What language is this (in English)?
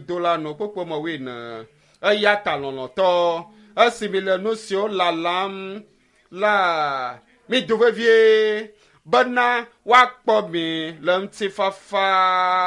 Ewe